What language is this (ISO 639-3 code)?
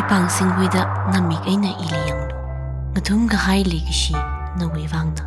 nmf